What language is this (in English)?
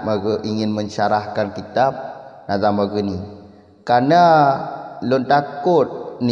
Achinese